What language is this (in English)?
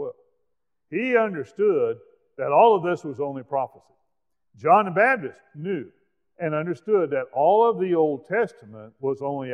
English